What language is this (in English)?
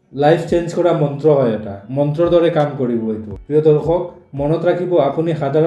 Assamese